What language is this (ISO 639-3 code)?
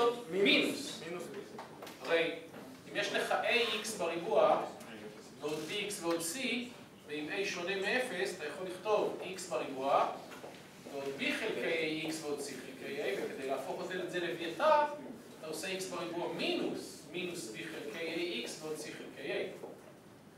heb